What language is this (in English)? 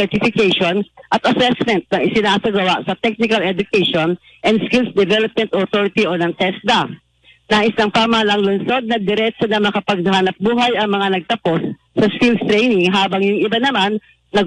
Filipino